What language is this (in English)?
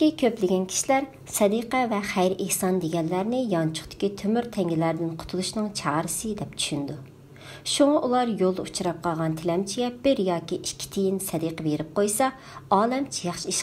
Uyghur